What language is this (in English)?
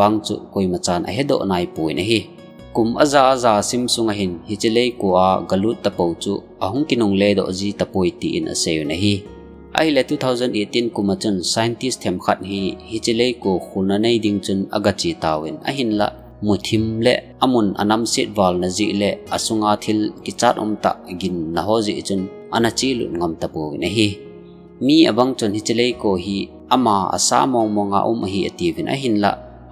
Thado Chin